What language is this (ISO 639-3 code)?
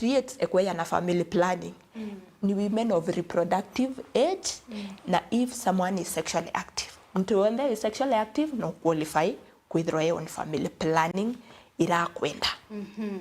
mer